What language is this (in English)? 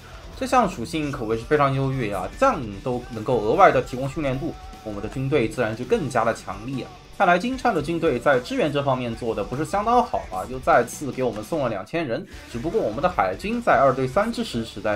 Chinese